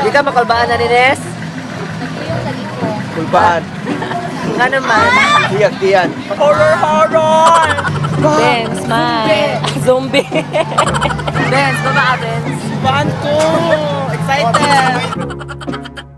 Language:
Cebuano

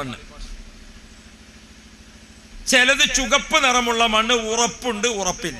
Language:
Malayalam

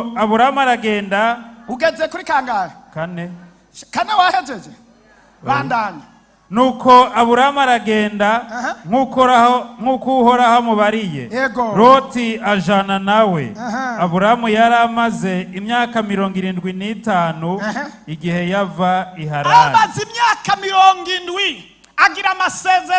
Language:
Rundi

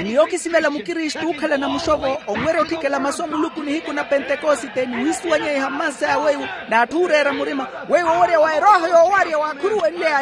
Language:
Makhuwa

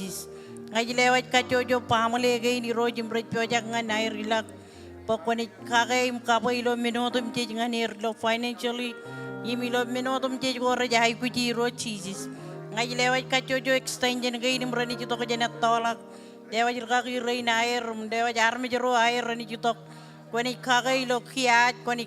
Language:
Marshallese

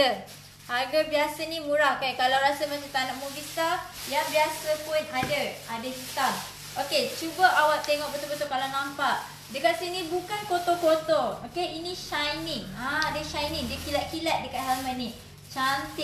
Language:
Malay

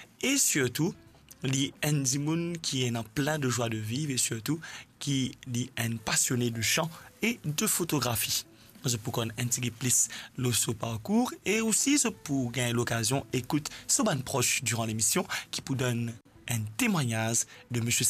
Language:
Morisyen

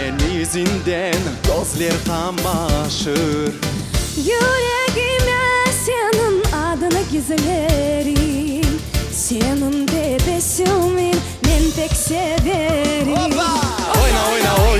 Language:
Crimean Tatar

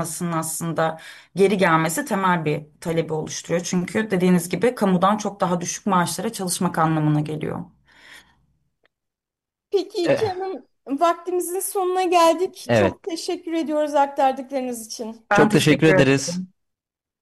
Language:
Turkish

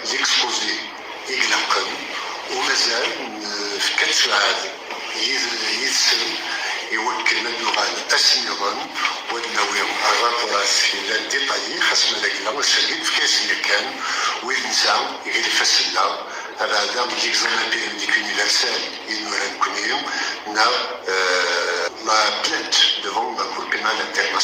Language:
Kabyle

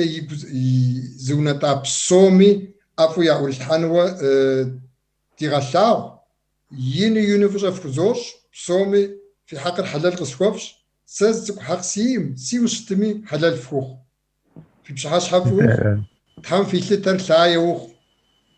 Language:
Kabardian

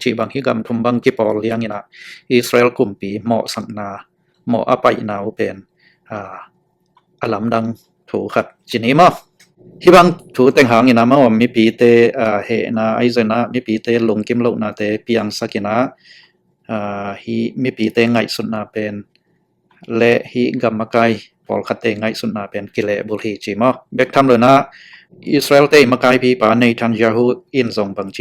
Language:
Tedim Chin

